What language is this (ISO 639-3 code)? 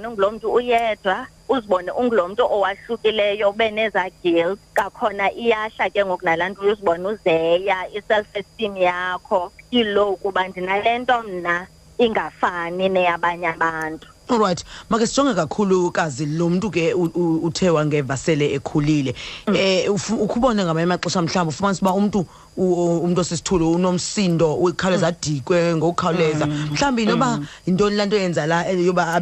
xho